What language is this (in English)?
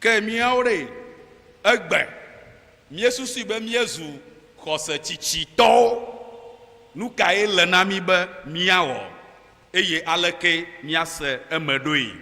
Ewe